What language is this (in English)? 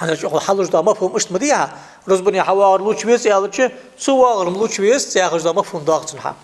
Ingush